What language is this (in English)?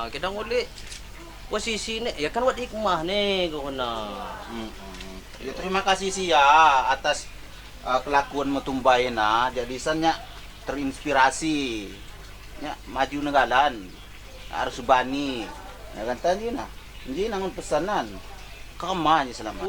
Lampung Api